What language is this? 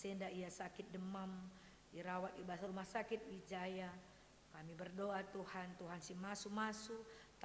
Batak Karo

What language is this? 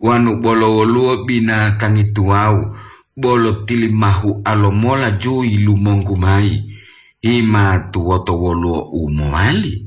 Gorontalo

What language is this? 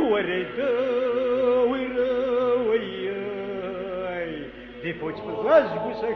Kabardian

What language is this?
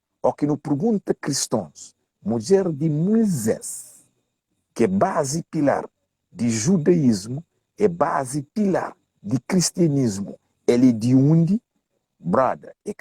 Kabuverdianu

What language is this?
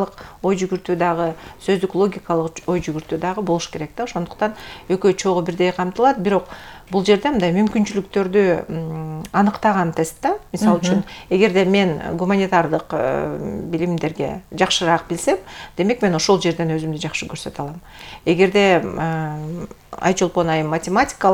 Kyrgyz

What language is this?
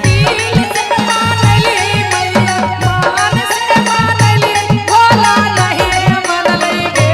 Magahi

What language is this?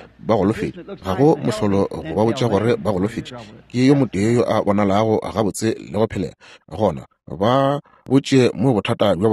Northern Sotho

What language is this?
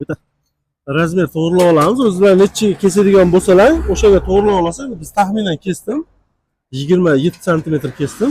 Uzbek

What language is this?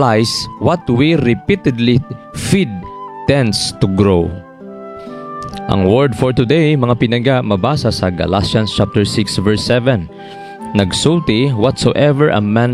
Cebuano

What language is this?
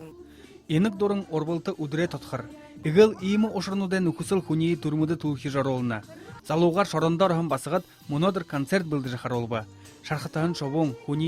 Buriat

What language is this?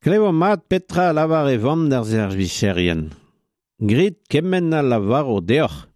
Breton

